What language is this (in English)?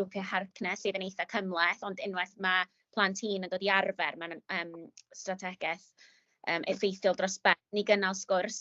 Welsh